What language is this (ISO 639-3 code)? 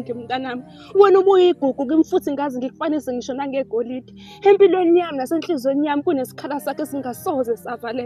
zul